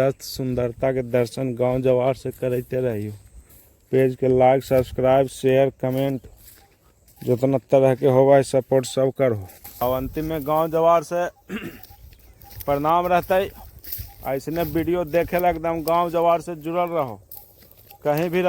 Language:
Magahi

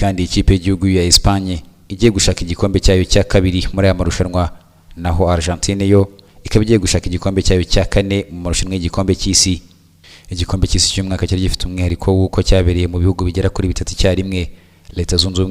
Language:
Kinyarwanda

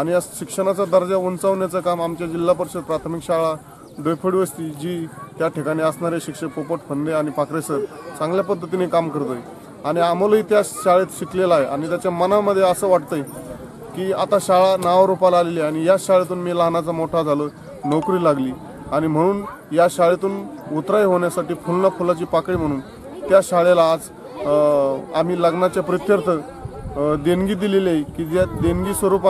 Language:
Marathi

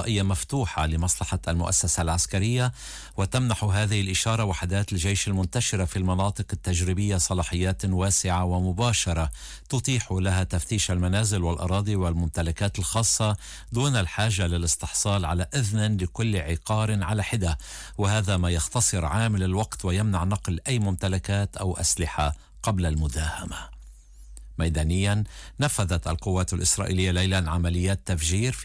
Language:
Arabic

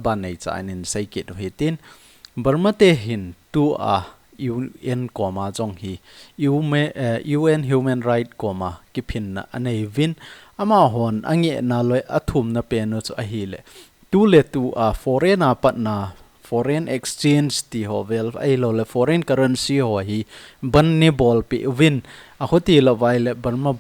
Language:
Thado Chin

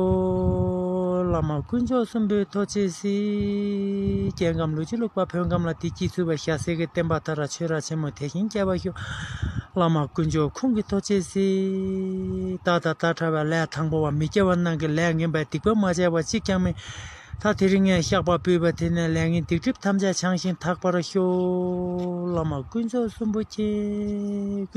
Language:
Tibetan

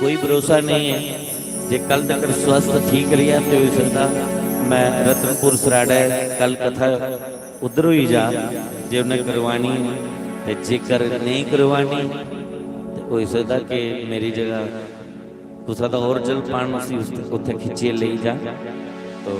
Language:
Dogri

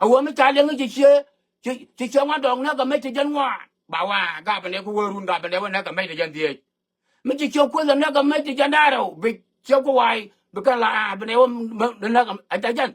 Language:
Nuer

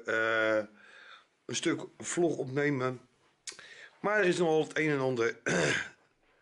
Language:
Dutch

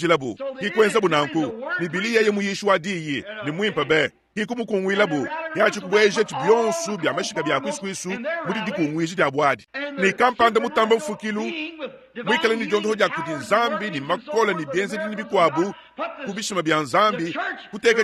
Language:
Luba-Lulua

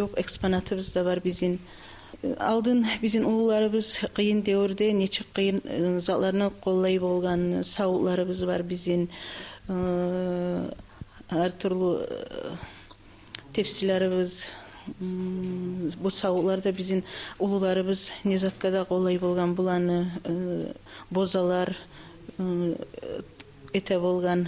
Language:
Kumyk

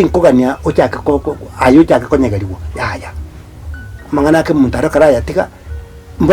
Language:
Gusii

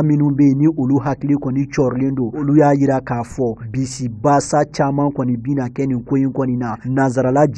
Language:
Bambara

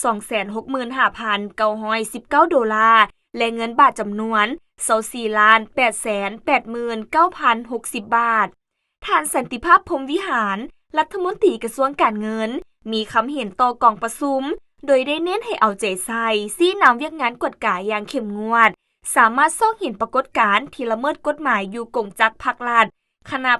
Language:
Lao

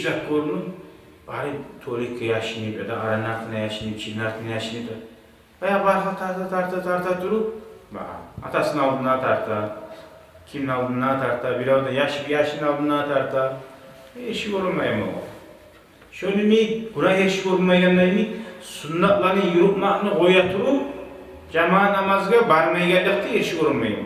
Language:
Kumyk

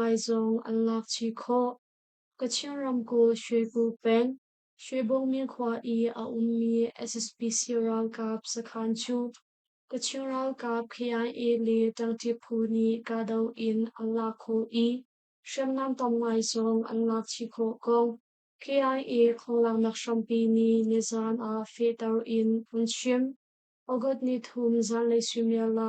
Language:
Hakha Chin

